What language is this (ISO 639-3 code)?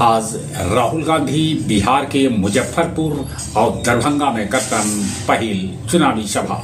mag